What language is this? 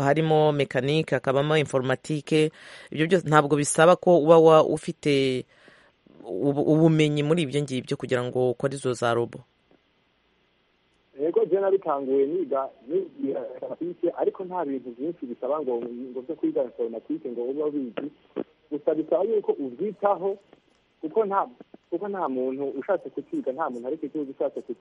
Kinyarwanda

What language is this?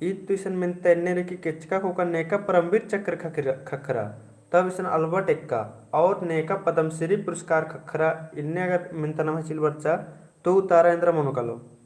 Kurukh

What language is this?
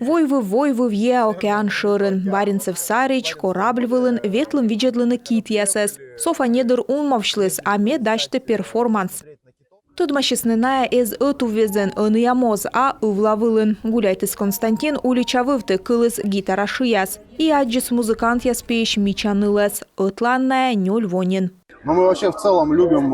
Komi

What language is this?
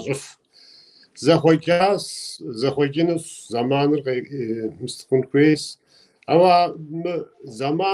Kabardian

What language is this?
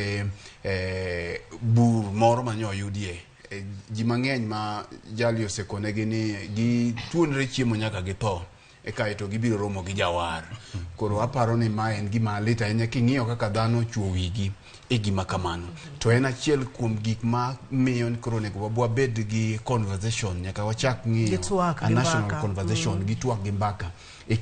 Luo (Kenya and Tanzania)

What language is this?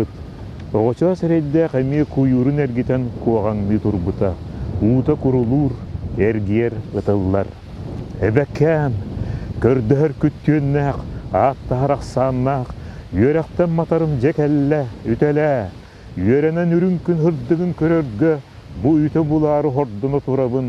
Yakut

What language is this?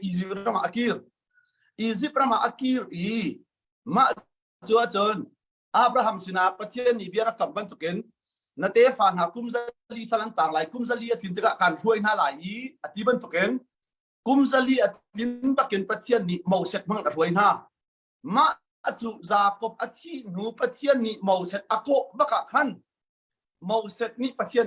Hakha Chin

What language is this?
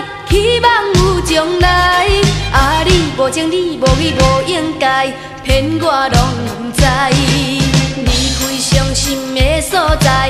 Min Nan Chinese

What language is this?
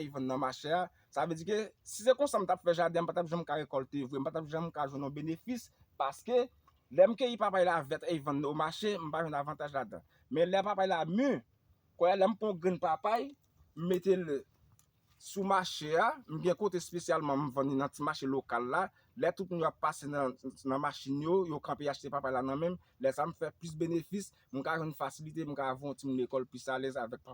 Haitian Creole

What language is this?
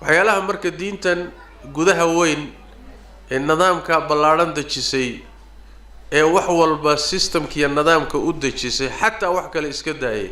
Somali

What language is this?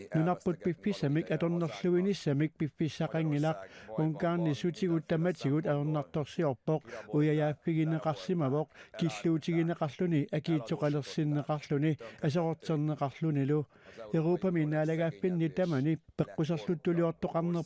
Kalaallisut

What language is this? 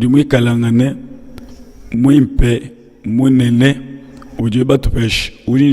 Luba-Lulua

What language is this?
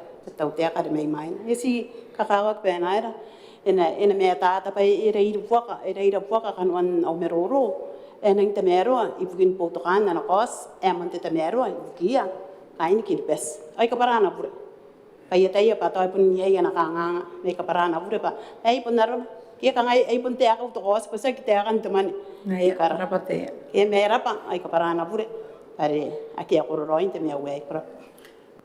Gilbertese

